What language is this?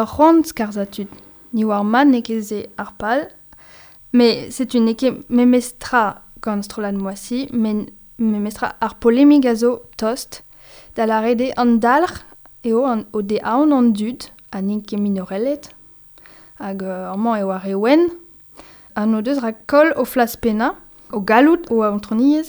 Breton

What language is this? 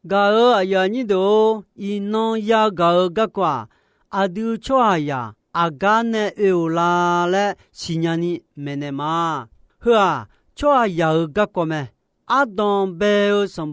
Akha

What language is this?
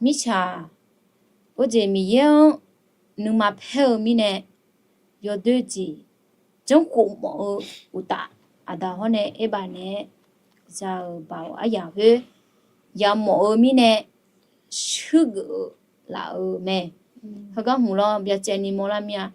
Akha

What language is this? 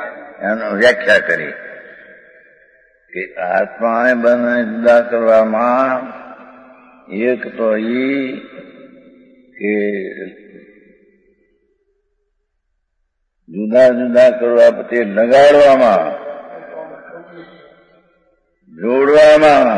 Gujarati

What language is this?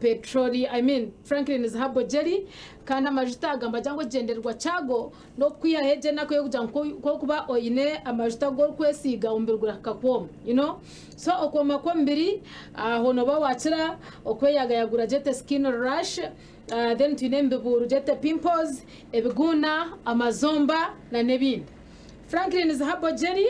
Nyankole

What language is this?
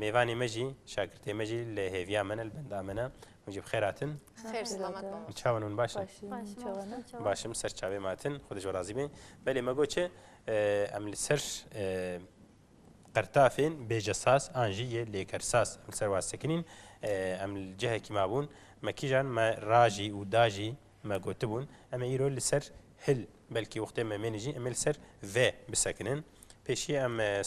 Kurdish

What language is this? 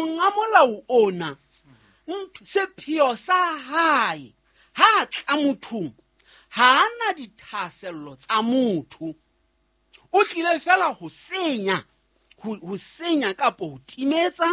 Southern Sotho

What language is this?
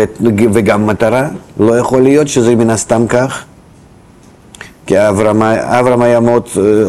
Hebrew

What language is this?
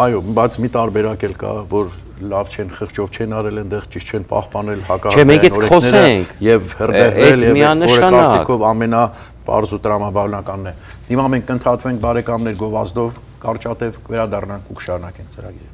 Armenian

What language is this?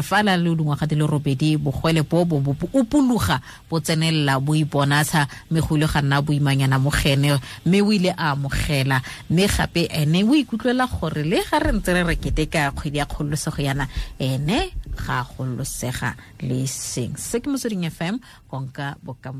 Tswana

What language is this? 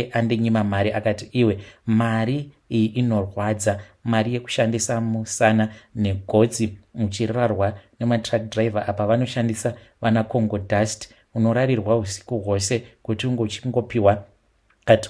Shona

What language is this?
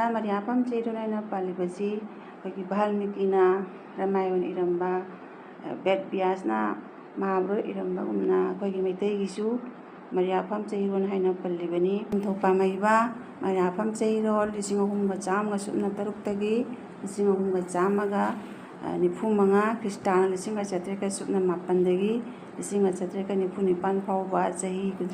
Manipuri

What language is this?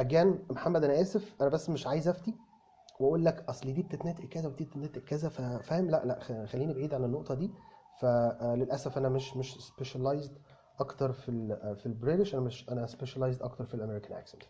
Egyptian Arabic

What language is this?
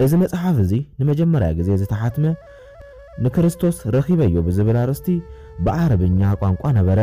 Tigrinya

